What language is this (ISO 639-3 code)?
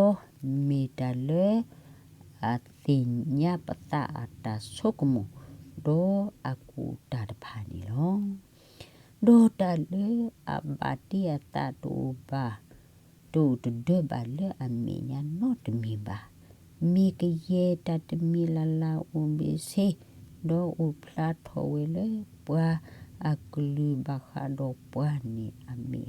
ksw